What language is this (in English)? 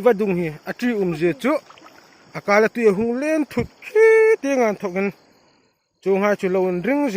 Hmar